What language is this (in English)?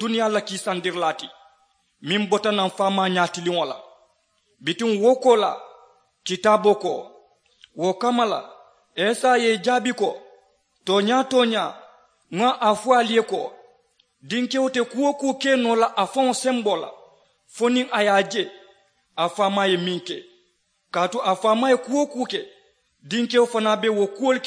Mandingo